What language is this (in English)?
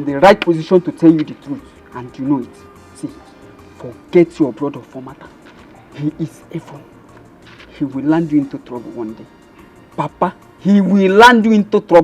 Nigerian Pidgin